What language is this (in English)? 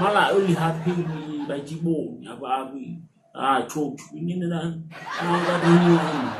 Nias